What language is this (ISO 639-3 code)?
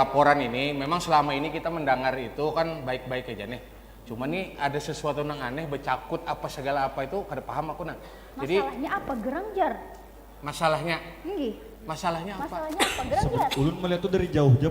bjn